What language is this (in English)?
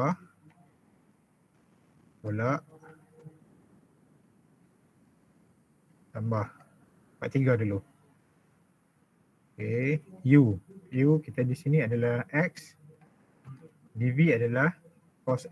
Malay